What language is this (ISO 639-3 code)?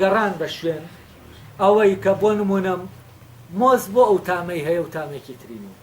ckb